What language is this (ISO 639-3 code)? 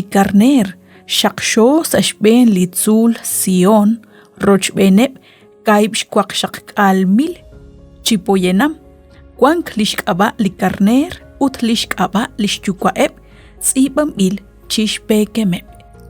kek